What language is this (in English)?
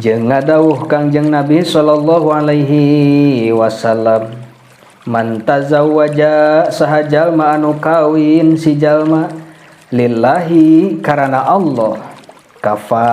Sundanese